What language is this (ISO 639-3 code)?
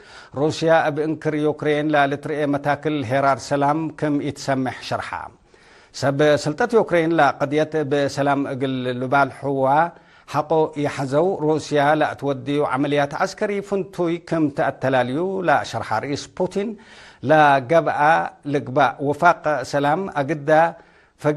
tig